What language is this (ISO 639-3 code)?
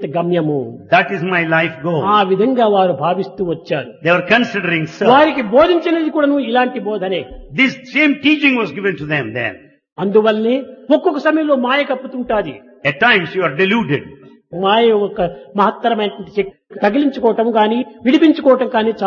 tel